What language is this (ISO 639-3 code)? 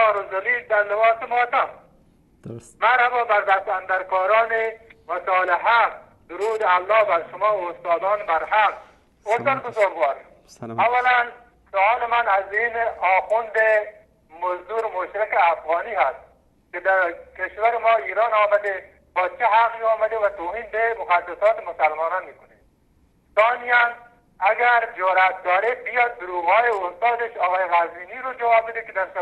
fas